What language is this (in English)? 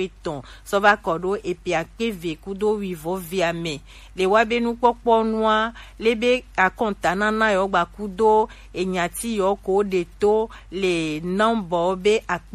Gen